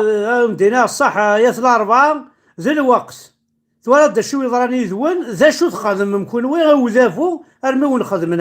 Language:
Kabyle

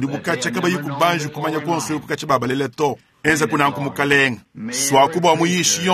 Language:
Luba-Lulua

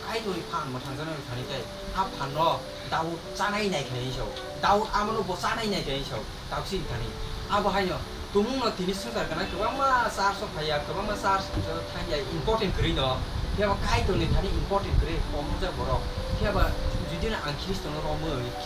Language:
Kok Borok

